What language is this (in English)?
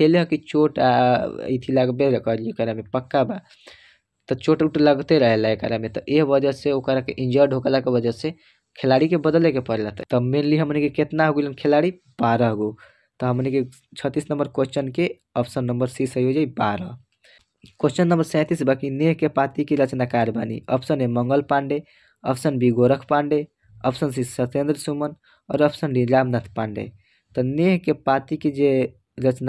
Bhojpuri